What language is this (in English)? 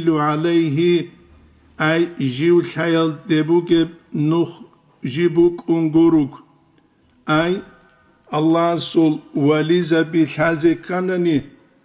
Avaric